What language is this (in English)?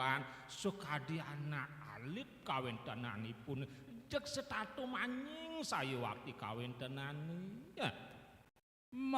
Balinese